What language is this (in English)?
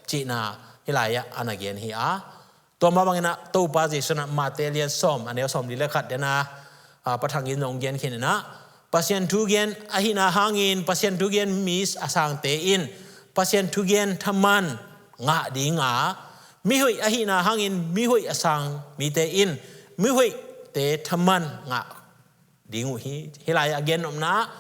Tedim Chin